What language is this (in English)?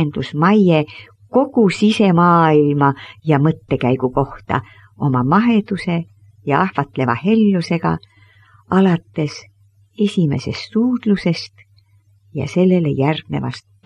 Estonian